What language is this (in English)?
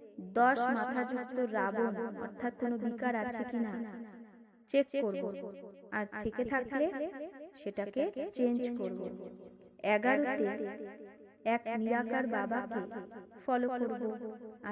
Bangla